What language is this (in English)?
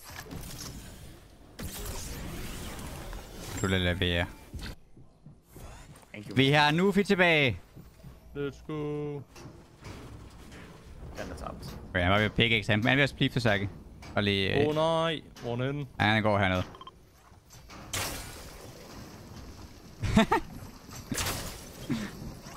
Danish